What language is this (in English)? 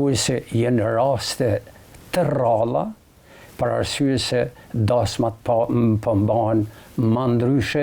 Albanian